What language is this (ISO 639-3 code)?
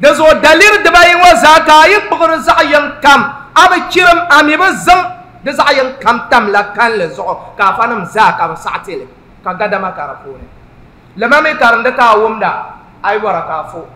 dag